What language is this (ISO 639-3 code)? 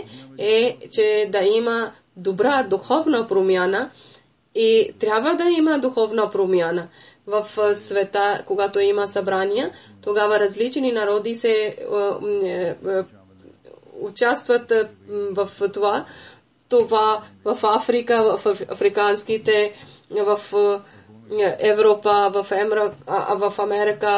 bul